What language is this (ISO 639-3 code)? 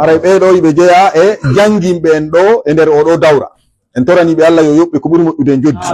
ful